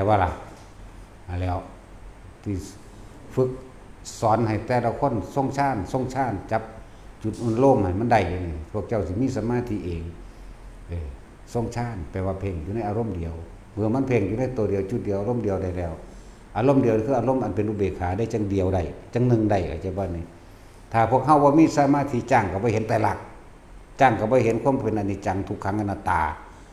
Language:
Northeastern Thai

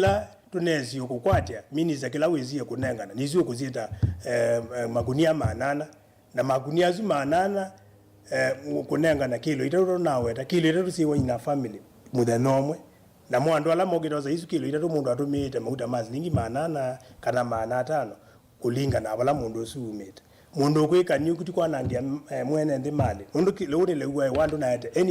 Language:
Kamba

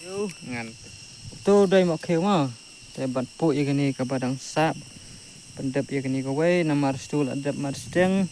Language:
Khasi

